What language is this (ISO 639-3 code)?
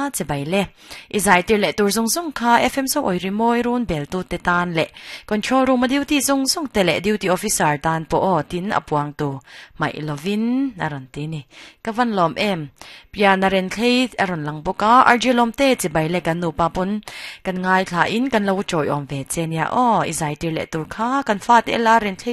lus